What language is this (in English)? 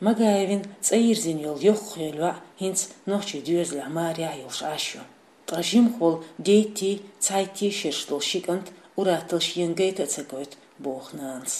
Chechen